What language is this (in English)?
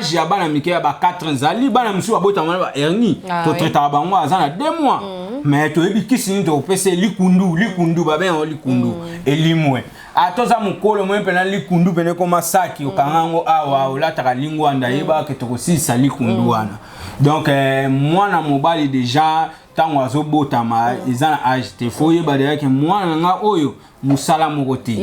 Lingala